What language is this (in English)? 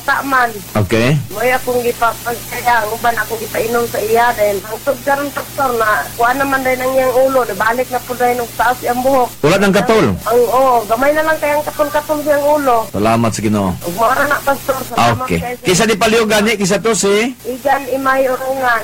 Cebuano